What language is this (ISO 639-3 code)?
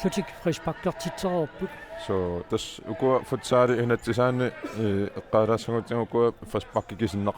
kal